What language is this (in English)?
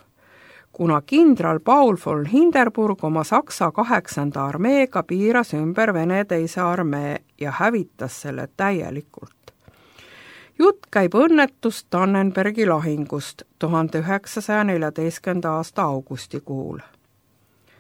Estonian